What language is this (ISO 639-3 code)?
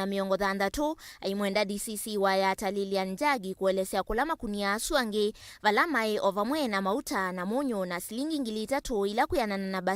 kam